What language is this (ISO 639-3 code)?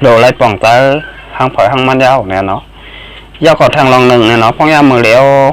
shn